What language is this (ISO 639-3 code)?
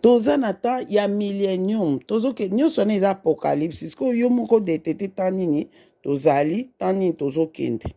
lin